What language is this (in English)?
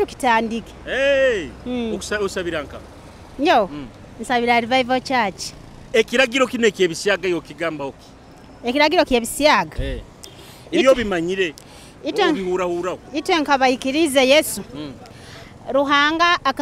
Nyoro